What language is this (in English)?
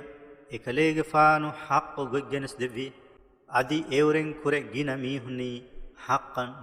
Divehi